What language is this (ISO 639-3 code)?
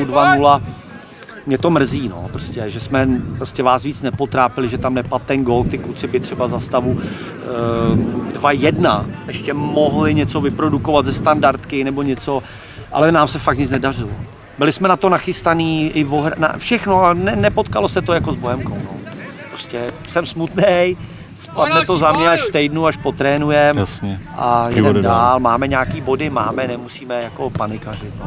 ces